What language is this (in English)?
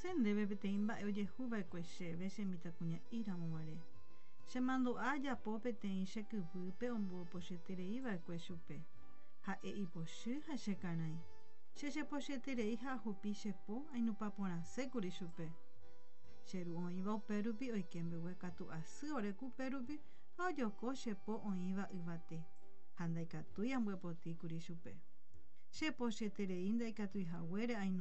Guarani